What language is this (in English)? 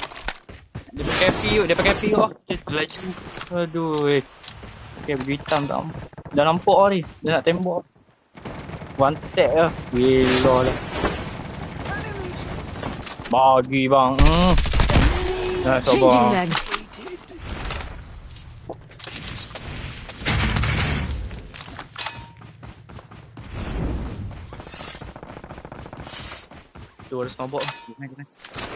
Malay